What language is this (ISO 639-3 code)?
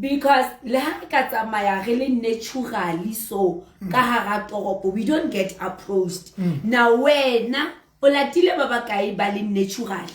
sot